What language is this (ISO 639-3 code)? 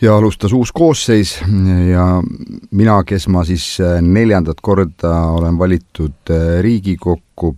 est